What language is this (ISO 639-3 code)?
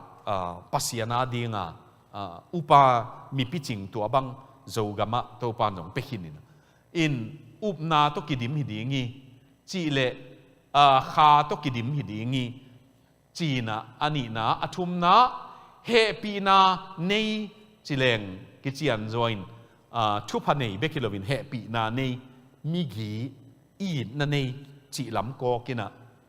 ctd